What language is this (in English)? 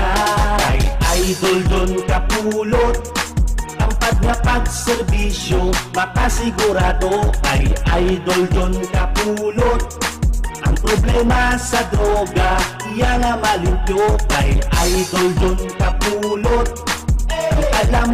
Hiligaynon